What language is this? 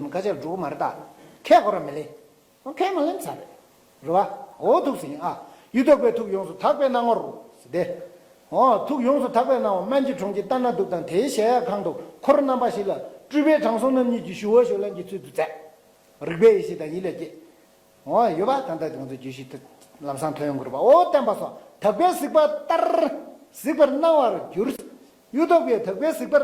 Tibetan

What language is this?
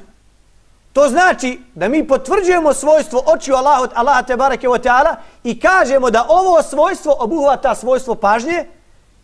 Bosnian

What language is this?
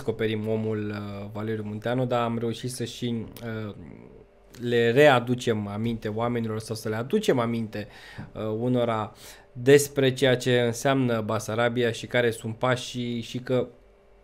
Romanian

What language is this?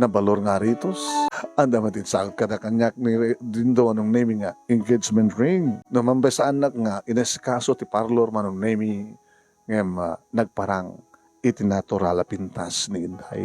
Iloko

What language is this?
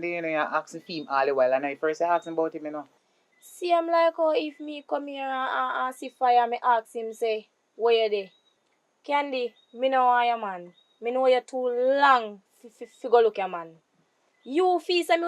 Jamaican Creole English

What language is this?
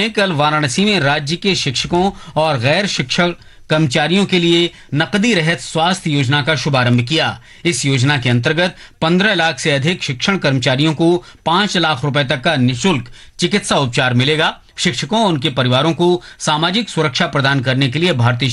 Hindi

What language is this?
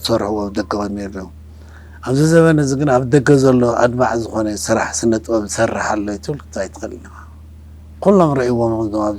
Tigrinya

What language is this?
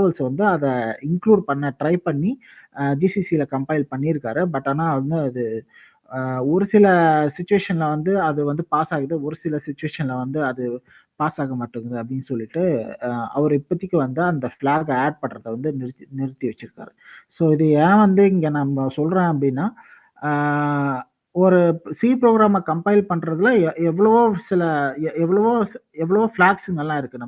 Tamil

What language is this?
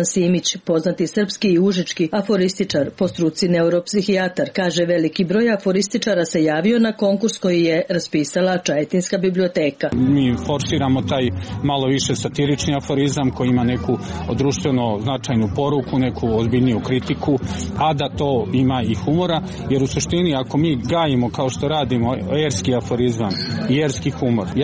Serbian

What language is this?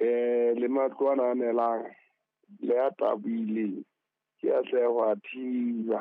Southern Sotho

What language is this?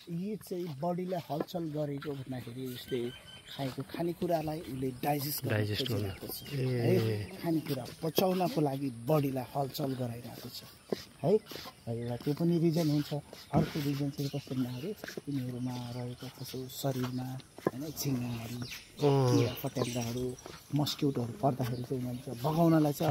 Nepali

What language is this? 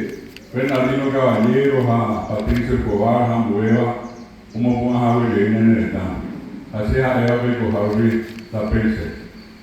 Guarani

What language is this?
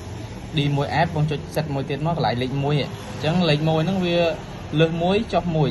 Khmer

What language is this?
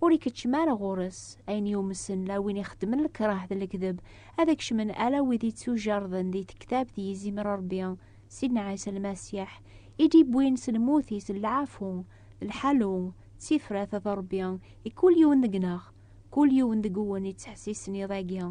Kabyle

